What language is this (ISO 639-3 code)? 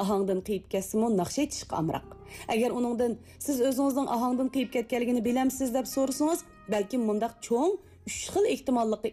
uig